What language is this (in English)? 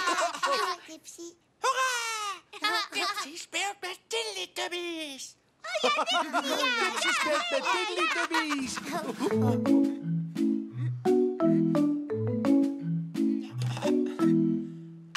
Dutch